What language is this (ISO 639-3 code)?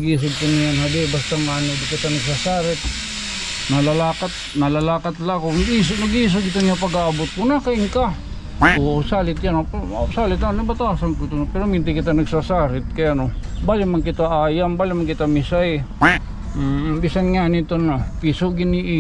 war